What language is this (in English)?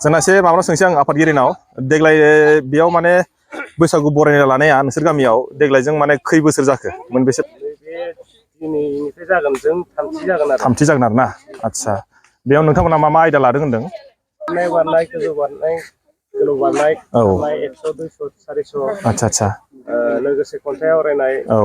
Bodo